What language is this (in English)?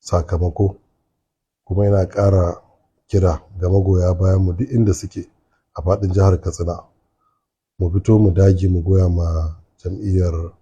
Hausa